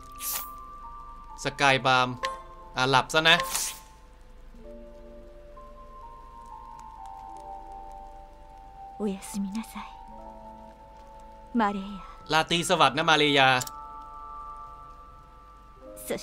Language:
Thai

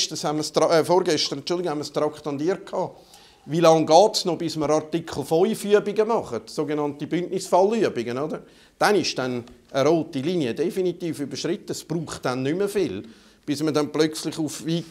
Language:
German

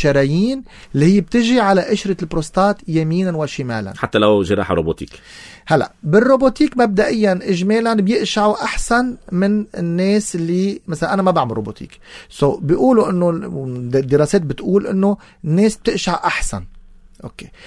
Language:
North Levantine Arabic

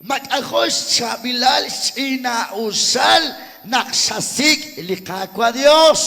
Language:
Kekchí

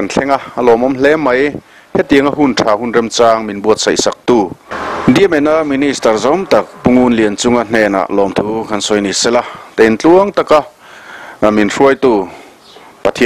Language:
Mizo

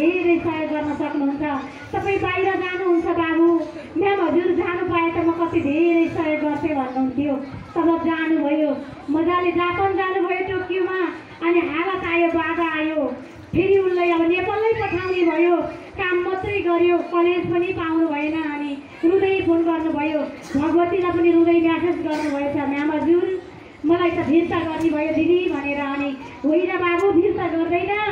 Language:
Nepali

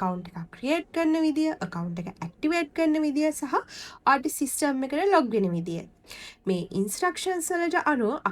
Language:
Sinhala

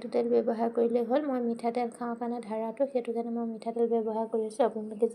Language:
Assamese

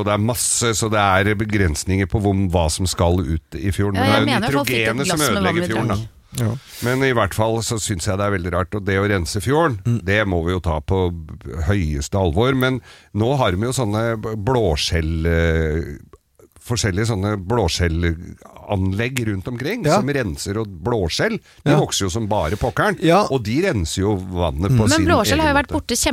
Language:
Norwegian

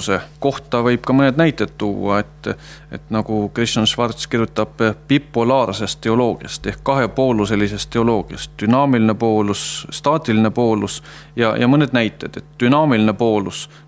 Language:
Estonian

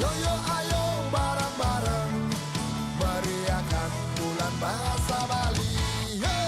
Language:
Balinese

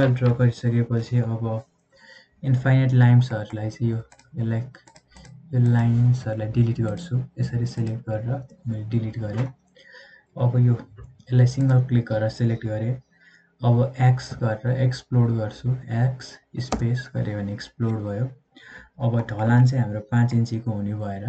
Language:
Nepali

